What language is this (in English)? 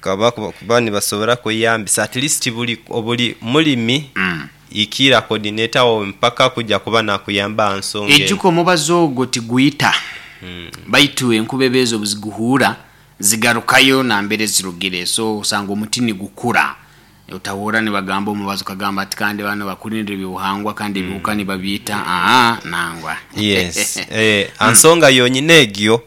Nyankole